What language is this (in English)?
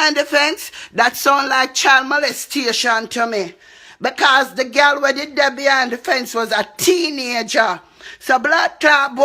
Jamaican Creole English